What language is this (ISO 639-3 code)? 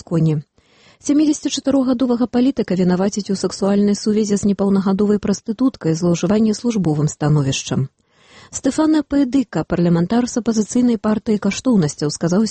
bel